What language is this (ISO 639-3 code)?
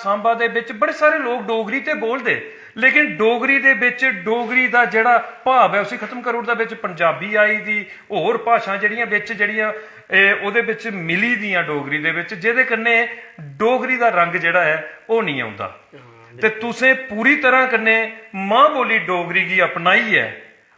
doi